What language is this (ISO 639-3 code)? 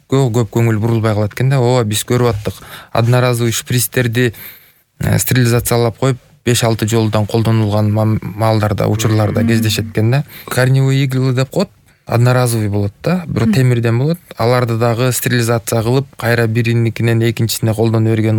kir